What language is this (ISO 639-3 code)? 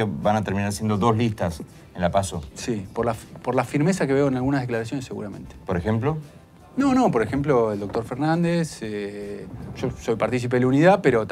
spa